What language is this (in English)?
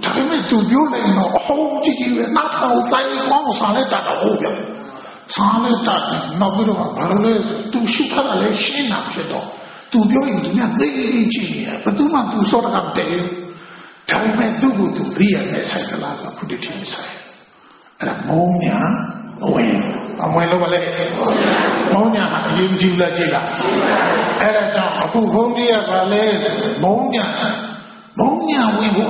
Burmese